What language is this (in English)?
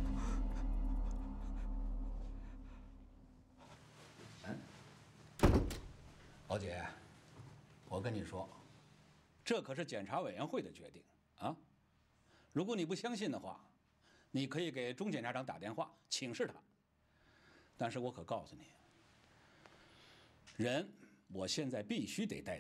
Chinese